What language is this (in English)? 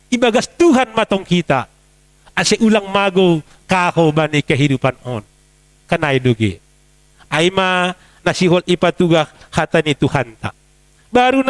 Batak Simalungun